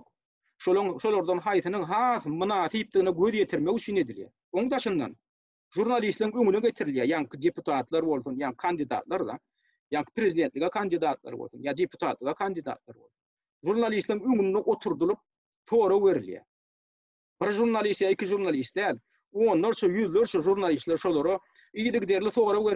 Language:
Turkmen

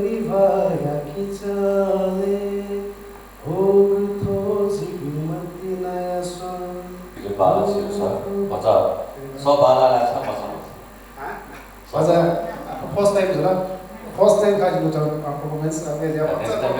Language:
Newari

